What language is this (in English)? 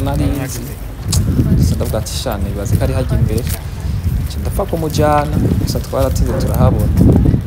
Rundi